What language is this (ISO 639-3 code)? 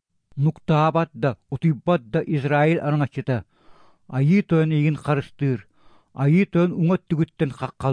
sah